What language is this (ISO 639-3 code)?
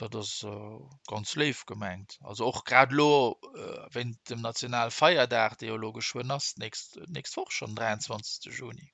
ltz